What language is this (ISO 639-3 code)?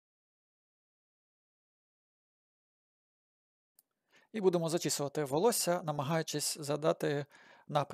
ukr